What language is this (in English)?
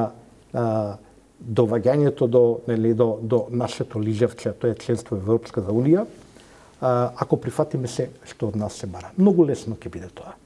Macedonian